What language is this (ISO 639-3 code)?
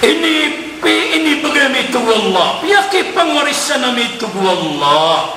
mrw